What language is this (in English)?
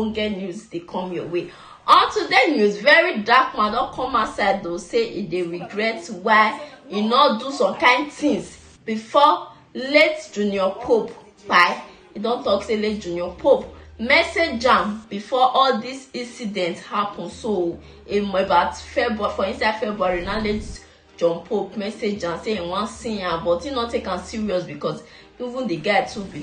Nigerian Pidgin